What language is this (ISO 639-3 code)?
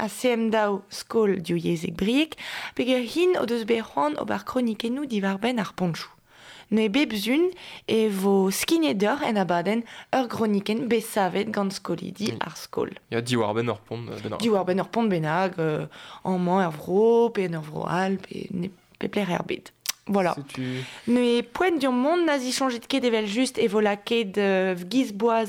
bre